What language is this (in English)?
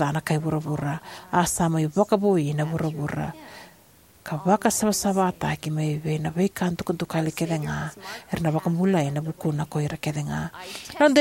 Fijian